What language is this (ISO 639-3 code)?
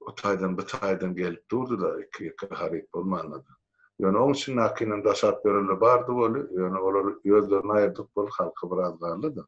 tuk